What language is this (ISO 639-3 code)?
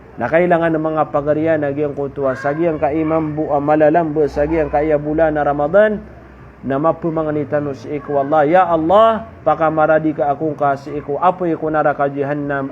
mrw